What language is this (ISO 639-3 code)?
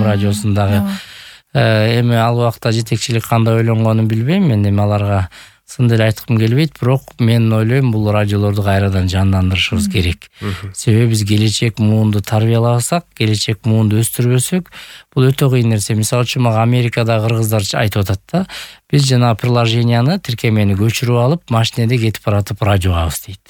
kir